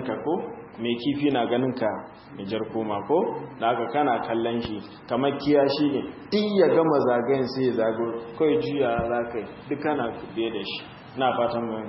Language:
Hausa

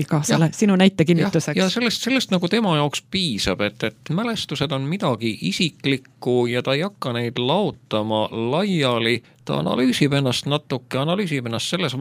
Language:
Estonian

